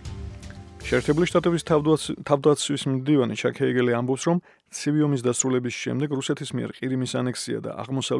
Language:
Georgian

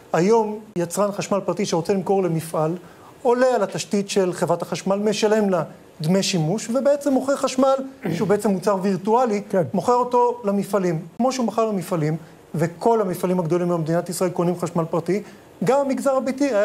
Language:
Hebrew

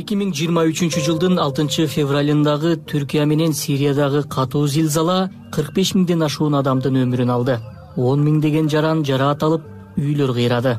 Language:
Kyrgyz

